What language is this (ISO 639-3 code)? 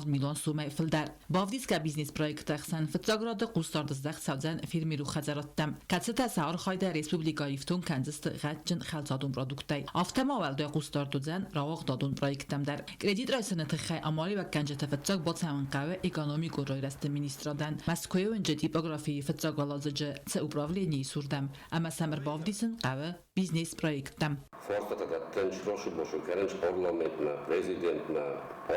oss